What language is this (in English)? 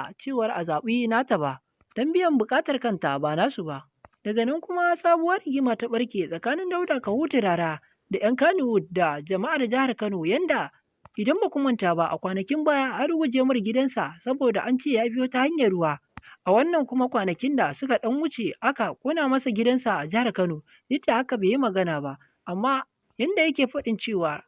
Hausa